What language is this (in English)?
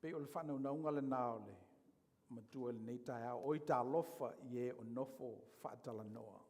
Samoan